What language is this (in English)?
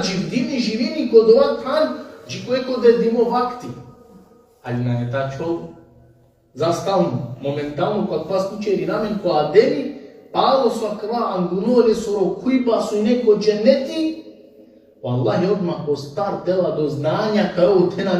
Balkan Romani